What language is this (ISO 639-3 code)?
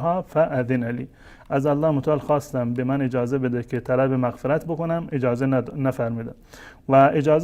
fas